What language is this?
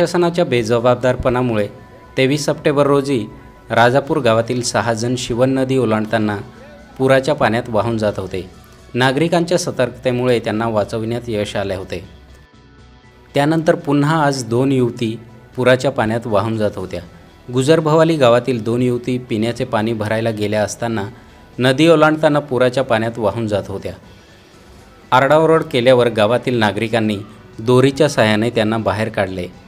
Marathi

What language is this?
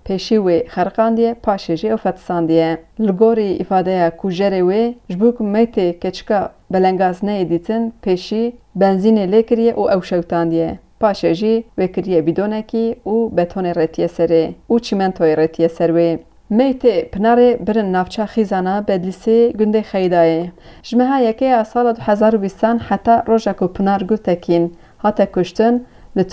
Kurdish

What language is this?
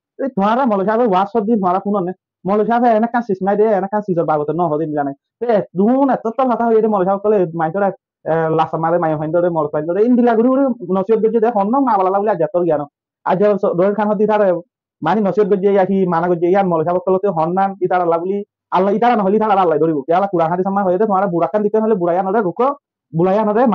Rohingya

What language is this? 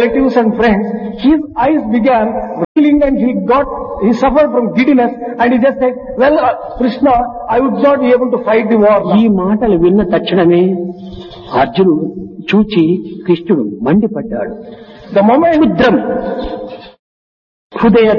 Telugu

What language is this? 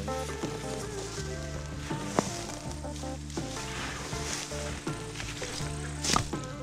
Serbian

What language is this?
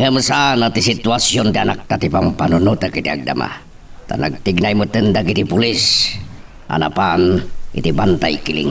Iloko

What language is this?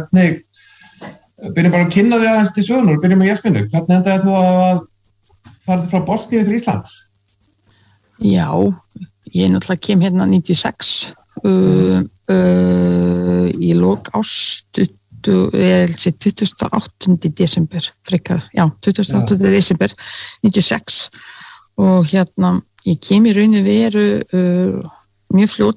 Icelandic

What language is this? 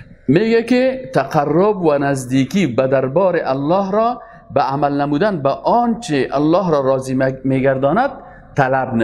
Persian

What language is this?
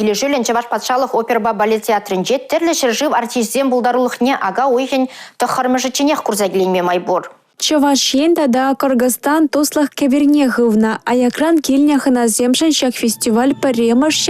Chuvash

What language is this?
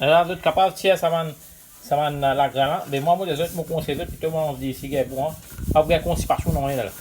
Morisyen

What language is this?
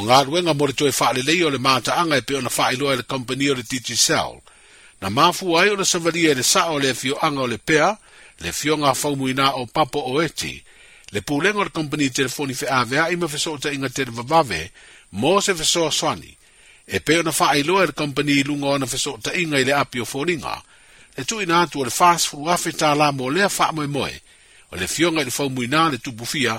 Samoan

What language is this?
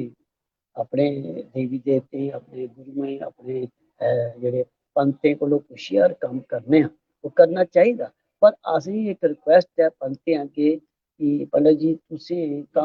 Dogri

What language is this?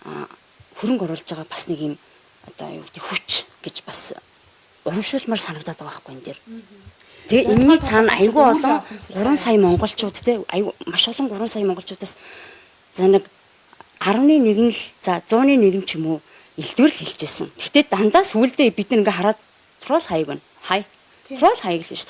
Mongolian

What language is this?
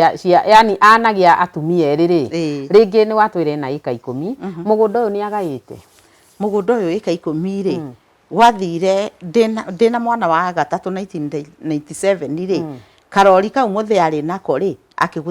Kikuyu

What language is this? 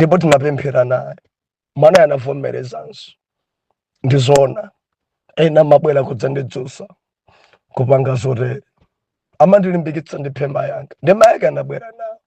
Nyanja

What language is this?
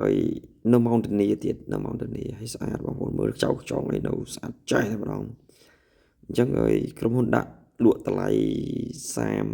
Khmer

